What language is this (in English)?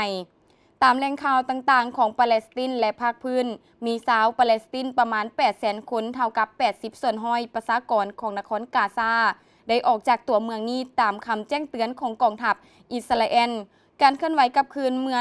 Lao